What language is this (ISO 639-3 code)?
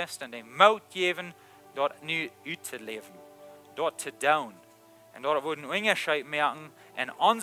pdt